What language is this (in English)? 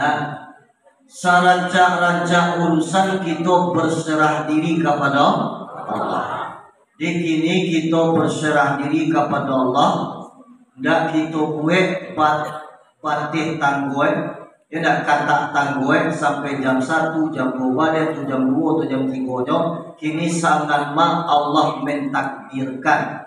Minangkabau